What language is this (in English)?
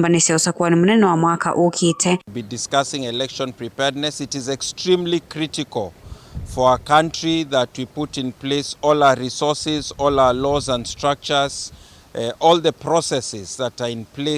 Kamba